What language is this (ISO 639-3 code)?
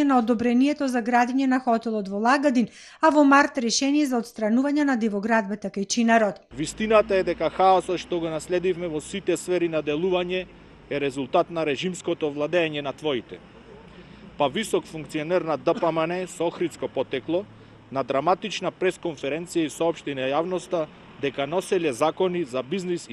mkd